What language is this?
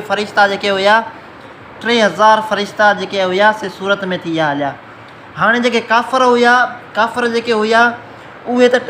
Sindhi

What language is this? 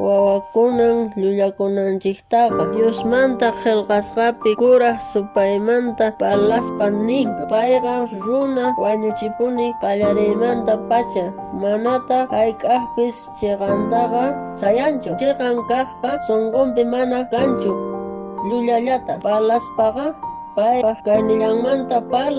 South Bolivian Quechua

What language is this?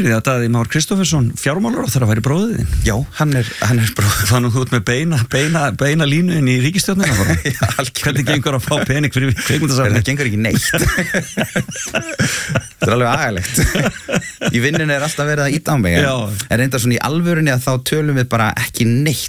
Icelandic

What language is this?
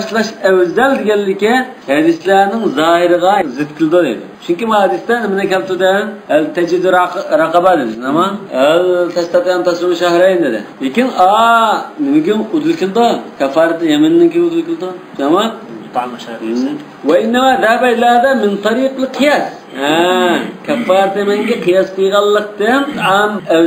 Uyghur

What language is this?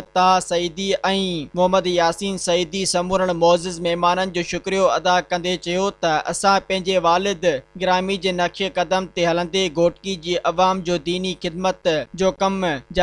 Sindhi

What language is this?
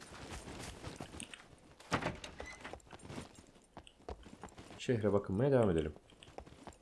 Turkish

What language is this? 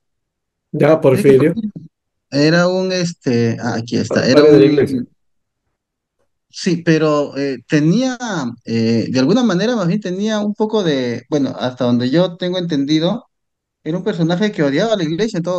Spanish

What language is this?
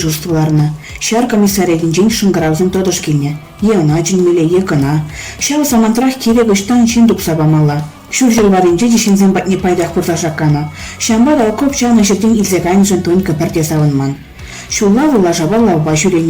Chuvash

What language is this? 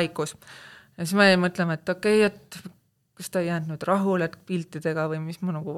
Estonian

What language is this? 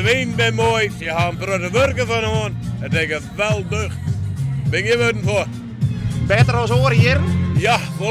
Western Frisian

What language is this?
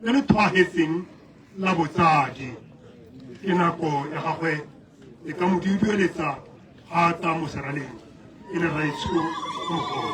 Tswana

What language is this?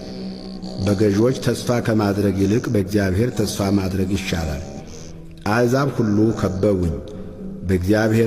Amharic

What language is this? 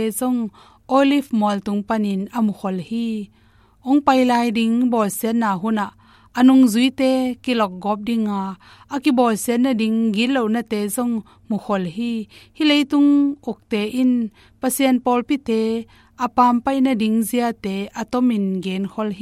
Tedim Chin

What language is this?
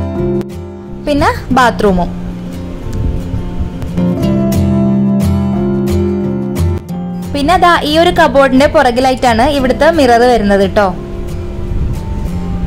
Malayalam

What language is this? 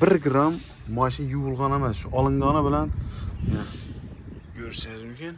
Uzbek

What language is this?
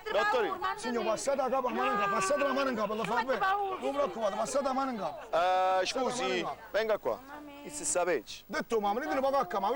Neapolitan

